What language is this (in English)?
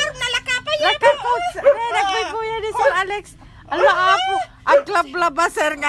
Iloko